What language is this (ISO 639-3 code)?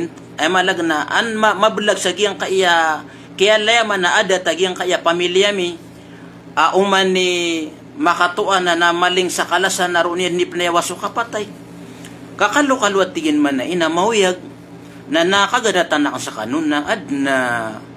mrw